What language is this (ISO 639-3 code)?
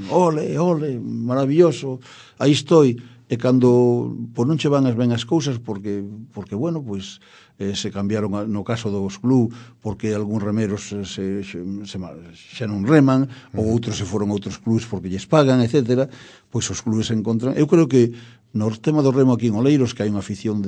glg